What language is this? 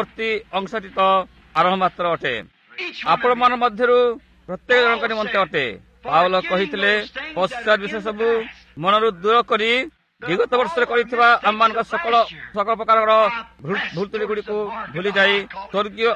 Odia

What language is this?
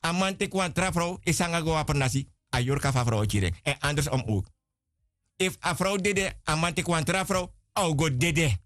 Sranan Tongo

